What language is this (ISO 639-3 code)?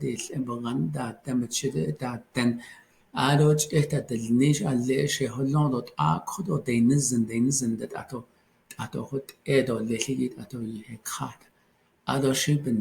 nav